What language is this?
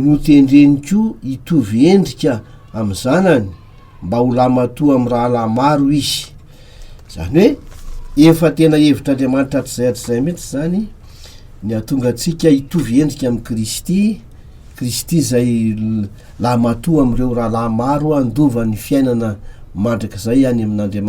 Malagasy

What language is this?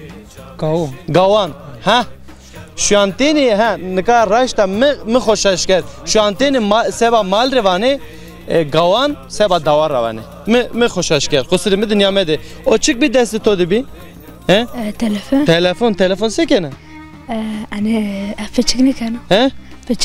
Zaza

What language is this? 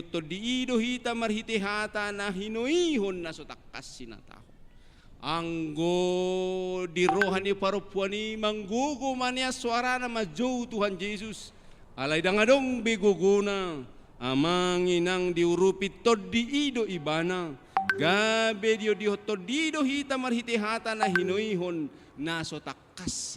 Batak Toba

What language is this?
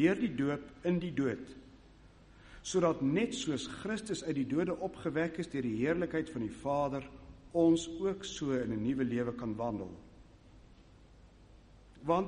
Afrikaans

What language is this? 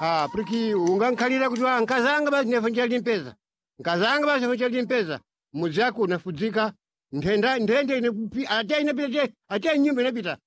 Sena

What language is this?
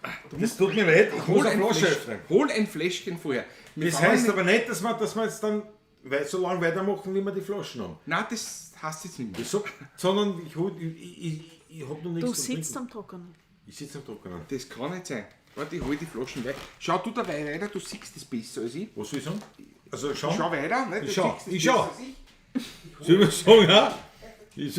Bavarian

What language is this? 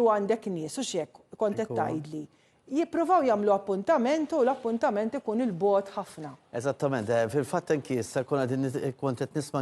Maltese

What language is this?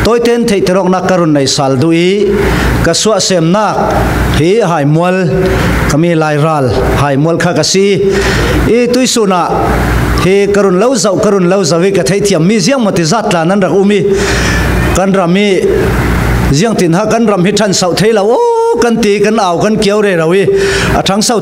Falam Chin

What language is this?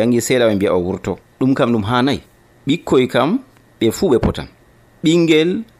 Nigerian Fulfulde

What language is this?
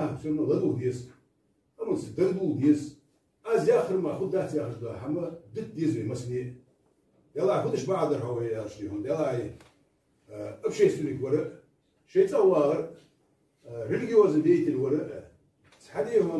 Ingush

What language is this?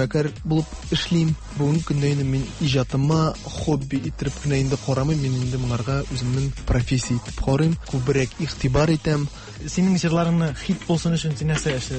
Tatar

